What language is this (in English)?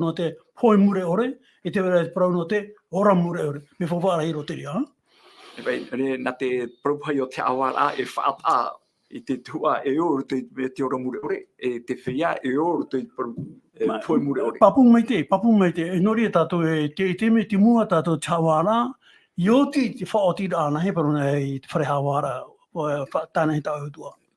Tahitian